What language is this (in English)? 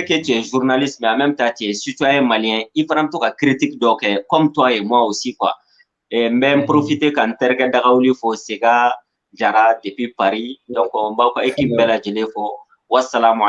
Bambara